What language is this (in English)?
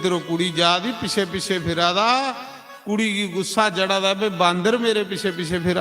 Dogri